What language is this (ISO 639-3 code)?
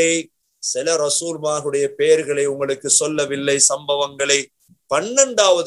tam